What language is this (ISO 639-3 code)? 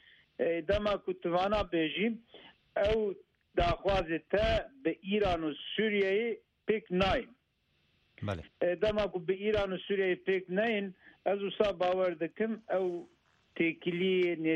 kur